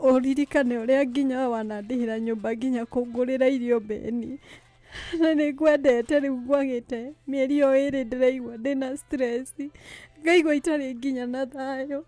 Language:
Kikuyu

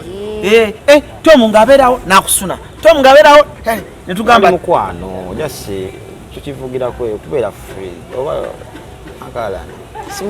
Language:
Ganda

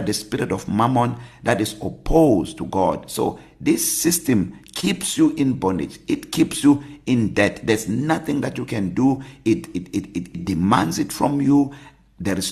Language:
English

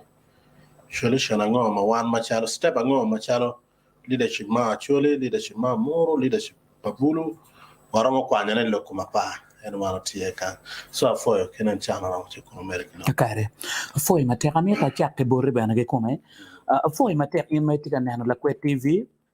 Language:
Acoli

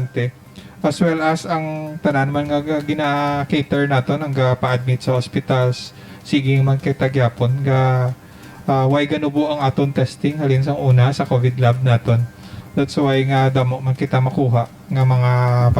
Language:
Hiligaynon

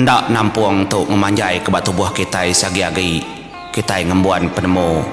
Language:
Iban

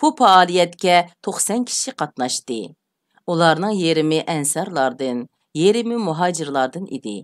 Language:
Uyghur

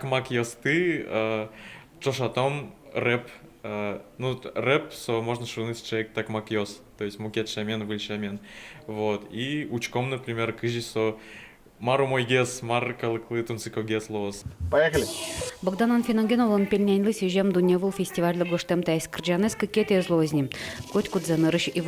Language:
Udmurt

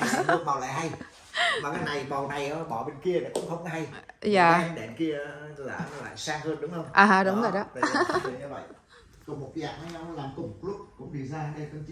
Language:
Vietnamese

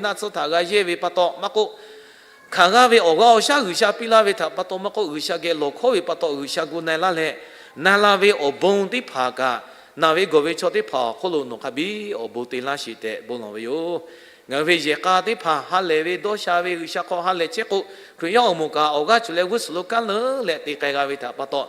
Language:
Lahu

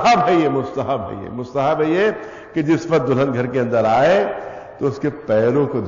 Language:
Urdu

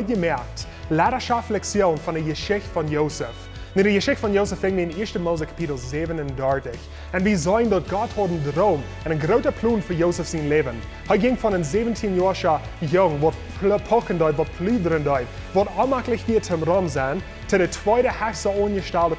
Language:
Plautdietsch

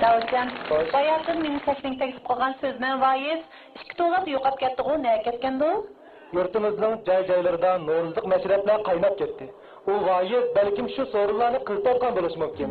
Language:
Uyghur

